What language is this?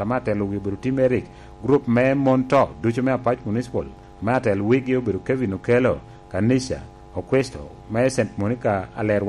Lango (Uganda)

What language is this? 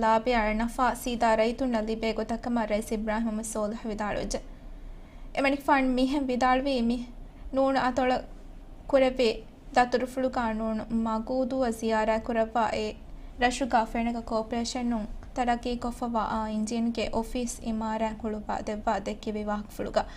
Divehi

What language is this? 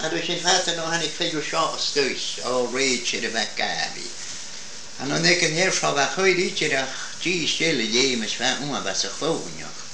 Welsh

